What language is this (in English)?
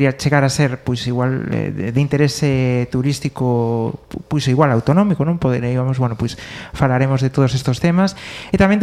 Galician